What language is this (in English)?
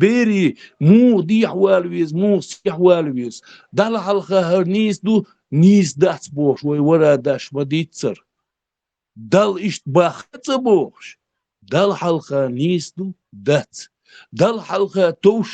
Chechen